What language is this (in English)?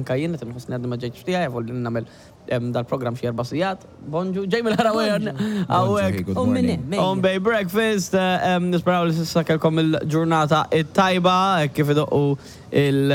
Maltese